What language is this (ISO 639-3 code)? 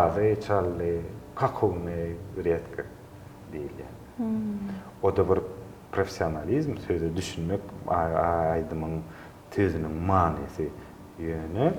tuk